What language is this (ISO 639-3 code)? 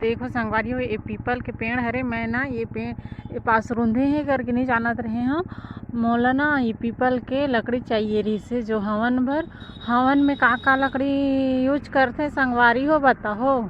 hne